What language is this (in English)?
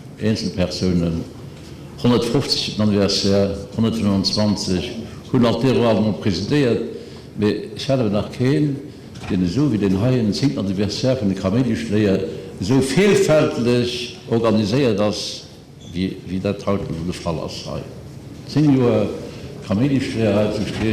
Luxembourgish